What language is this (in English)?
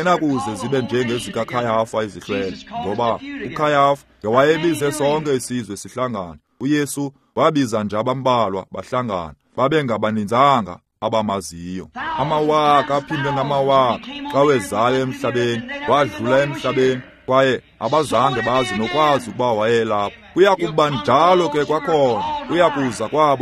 Xhosa